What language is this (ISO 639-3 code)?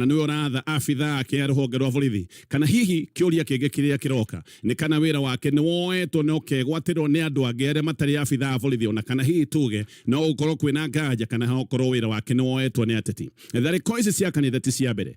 kik